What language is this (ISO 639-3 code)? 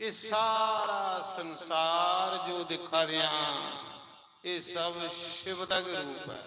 doi